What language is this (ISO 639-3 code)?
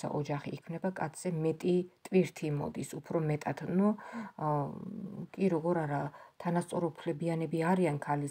kat